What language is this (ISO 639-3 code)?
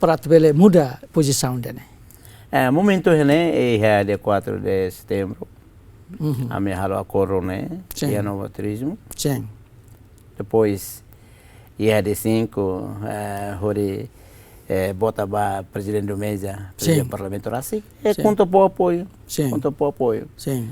tet